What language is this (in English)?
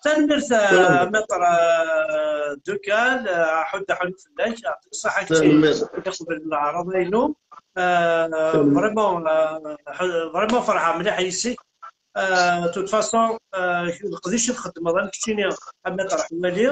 Kabyle